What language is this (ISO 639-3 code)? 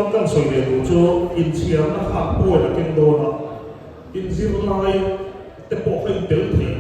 lus